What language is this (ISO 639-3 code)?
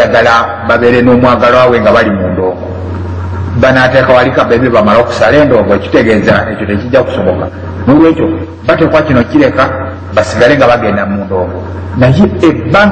lug